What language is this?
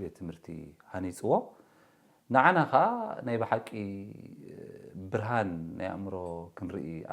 Tigrinya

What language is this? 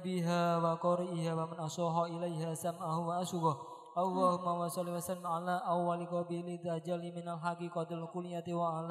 Arabic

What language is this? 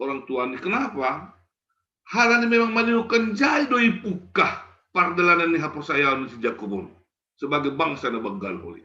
Batak Simalungun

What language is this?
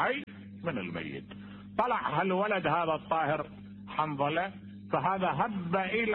Mesopotamian Arabic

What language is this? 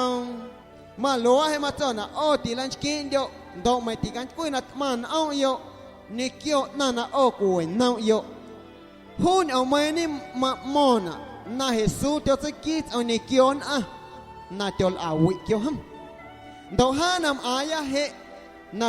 Guerrero Amuzgo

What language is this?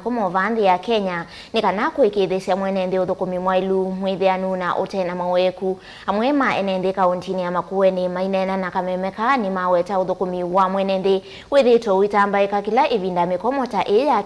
Kamba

